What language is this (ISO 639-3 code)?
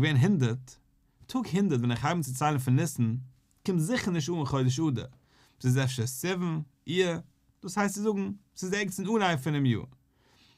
yid